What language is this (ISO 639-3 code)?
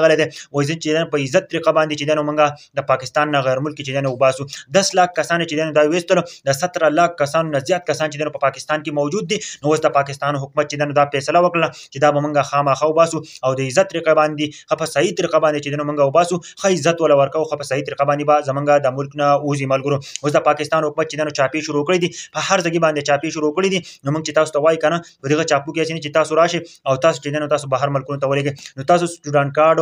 pus